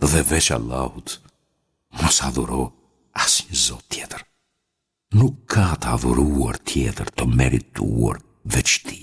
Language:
Albanian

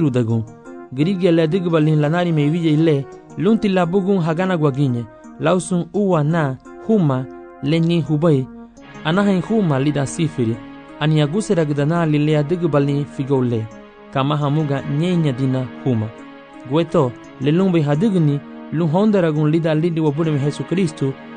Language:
Garifuna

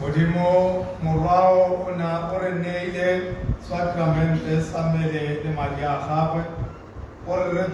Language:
Tswana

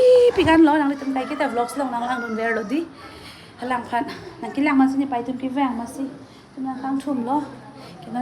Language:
Karbi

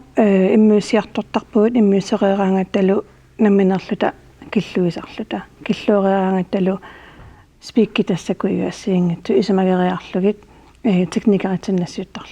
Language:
Kalaallisut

